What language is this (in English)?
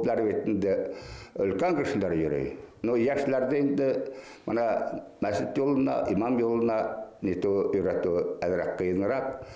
Bashkir